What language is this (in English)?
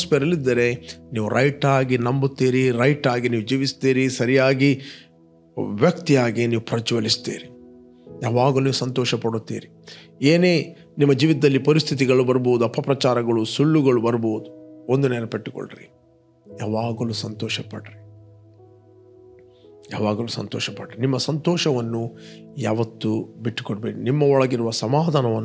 Kannada